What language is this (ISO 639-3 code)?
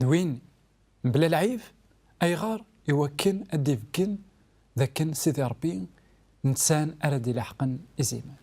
kab